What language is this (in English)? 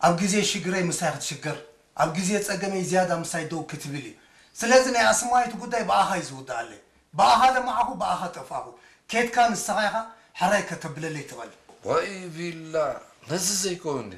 Tigrinya